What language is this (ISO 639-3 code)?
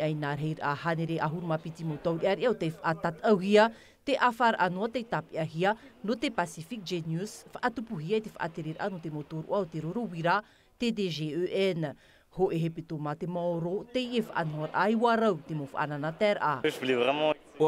tah